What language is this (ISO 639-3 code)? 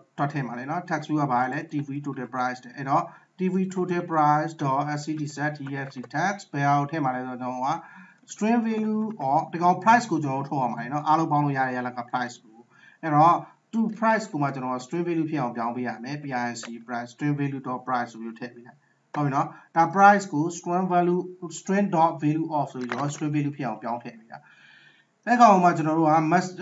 mya